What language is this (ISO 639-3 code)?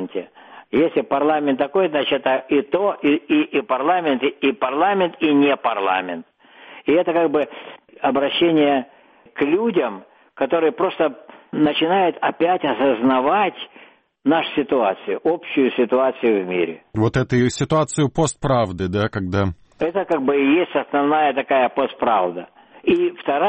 rus